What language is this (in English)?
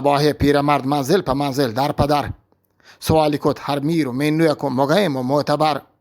Eastern Balochi